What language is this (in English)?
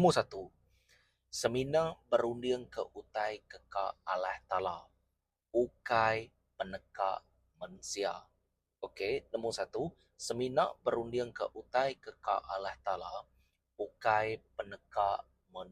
Iban